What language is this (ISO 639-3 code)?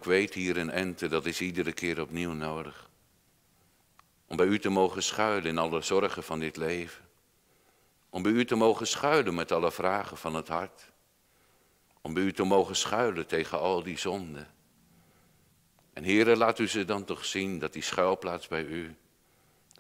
nld